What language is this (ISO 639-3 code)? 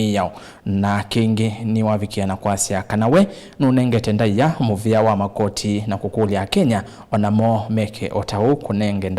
kam